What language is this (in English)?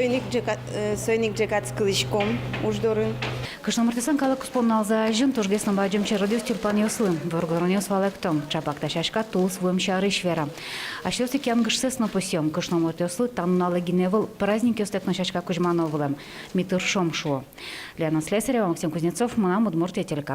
Udmurt